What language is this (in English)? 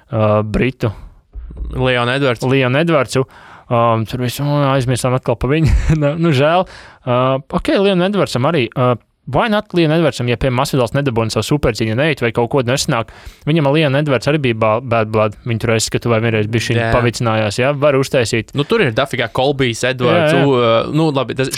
Latvian